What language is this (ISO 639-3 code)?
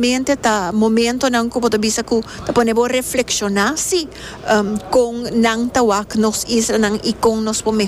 pap